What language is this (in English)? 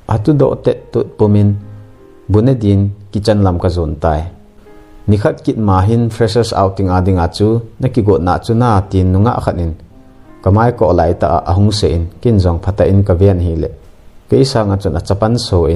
Thado Chin